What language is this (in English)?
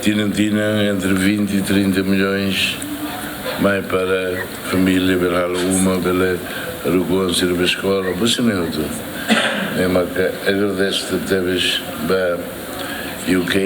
Tetum